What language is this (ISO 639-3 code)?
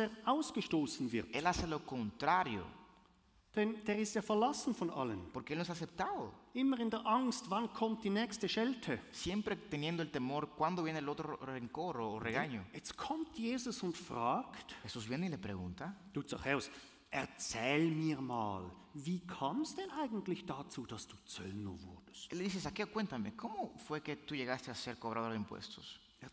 gsw